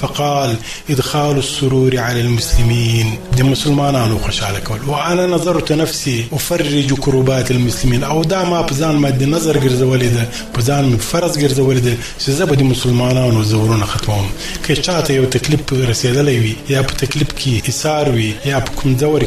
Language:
Pashto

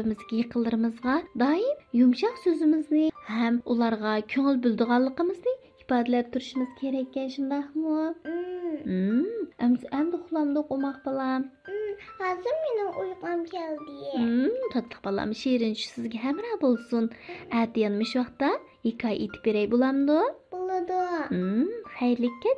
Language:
Uyghur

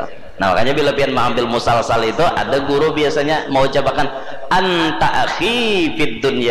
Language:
Banjar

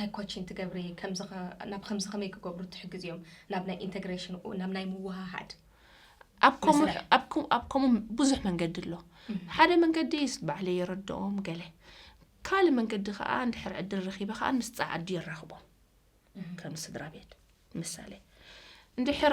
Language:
Tigrinya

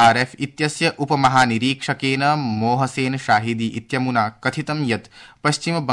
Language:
Sanskrit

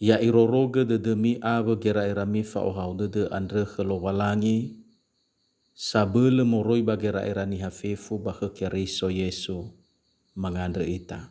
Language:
Nias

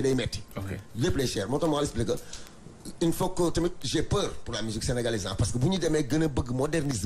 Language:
Wolof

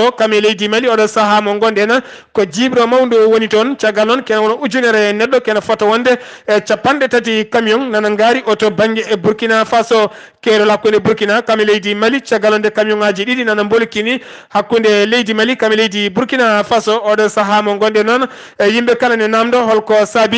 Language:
Fula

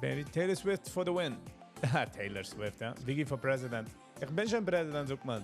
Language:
Yiddish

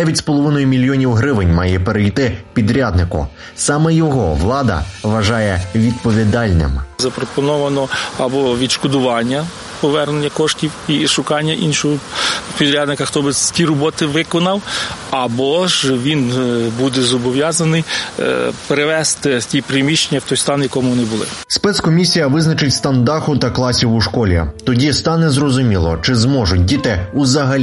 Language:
Ukrainian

